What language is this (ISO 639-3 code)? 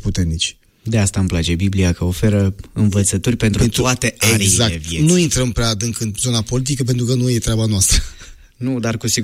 ron